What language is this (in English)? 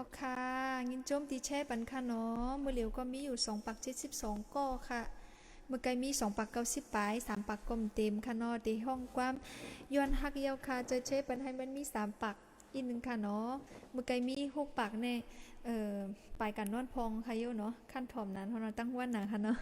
Shan